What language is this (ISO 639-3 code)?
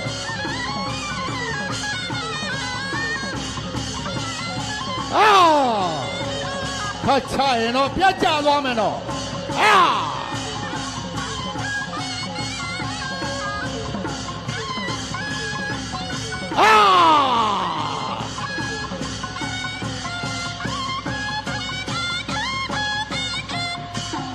mya